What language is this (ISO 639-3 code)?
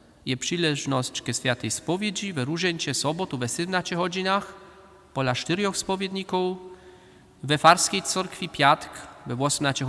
hsb